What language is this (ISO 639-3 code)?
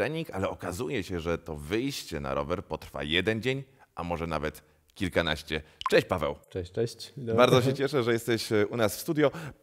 pol